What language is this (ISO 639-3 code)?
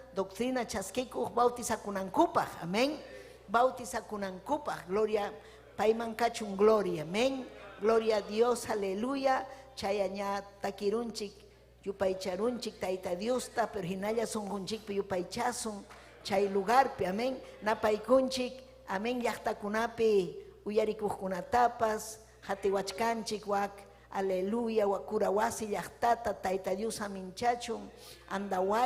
quy